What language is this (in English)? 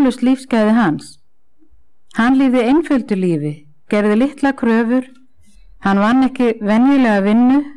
Icelandic